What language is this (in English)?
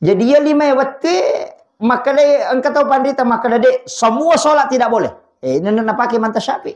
Buginese